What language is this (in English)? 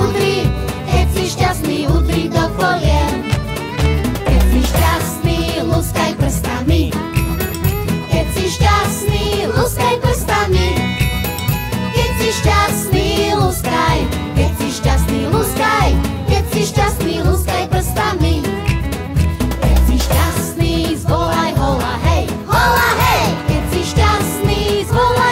Slovak